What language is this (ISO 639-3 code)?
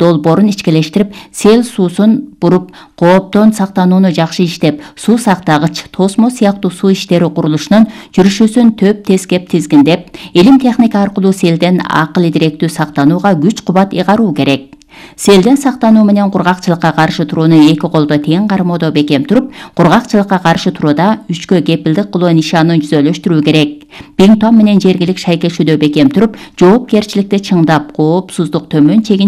kir